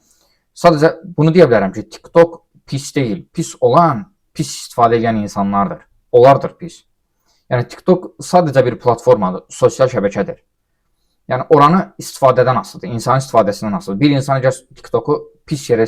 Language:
Azerbaijani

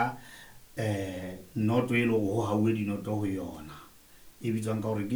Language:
Southern Sotho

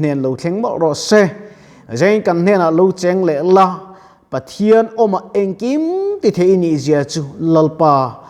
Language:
Mizo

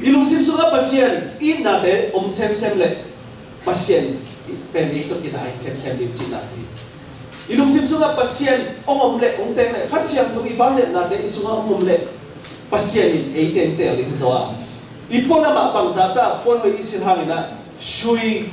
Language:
Tedim Chin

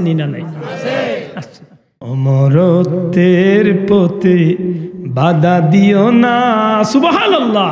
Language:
Sylheti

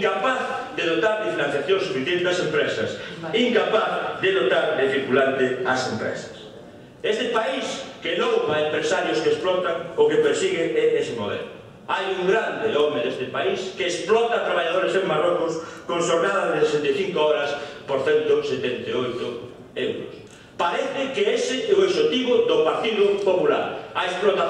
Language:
Galician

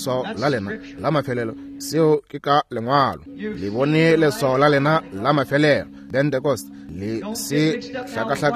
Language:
Northern Sotho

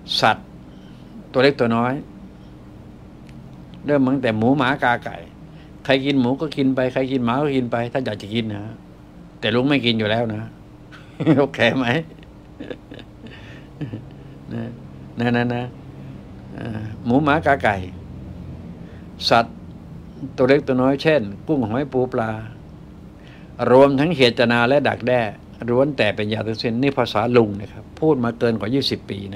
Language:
Thai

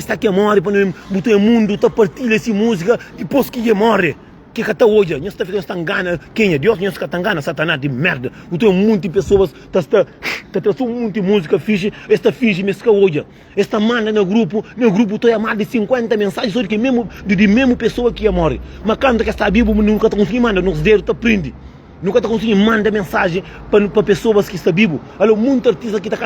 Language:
Kabuverdianu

